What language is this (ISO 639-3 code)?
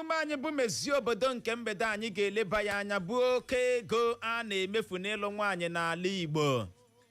ibo